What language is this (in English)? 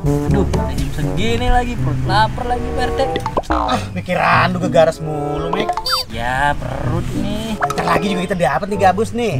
Betawi